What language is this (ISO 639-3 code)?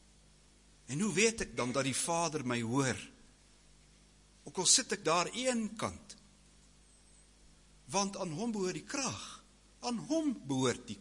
afr